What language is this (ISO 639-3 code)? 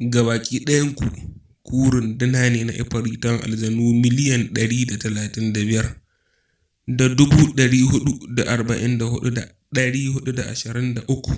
hau